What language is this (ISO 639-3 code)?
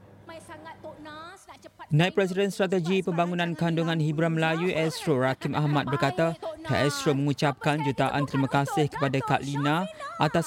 msa